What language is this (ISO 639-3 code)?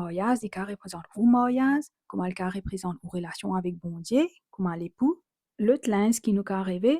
mfe